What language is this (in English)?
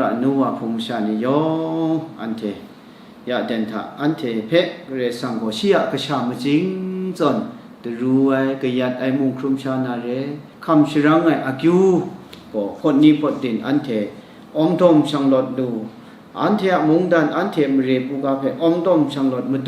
Kachin